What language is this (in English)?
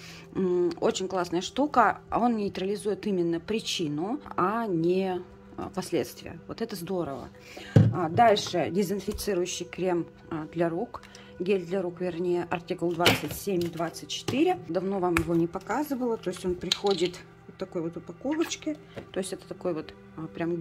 Russian